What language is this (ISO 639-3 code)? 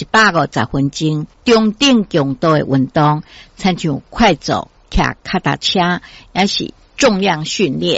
nan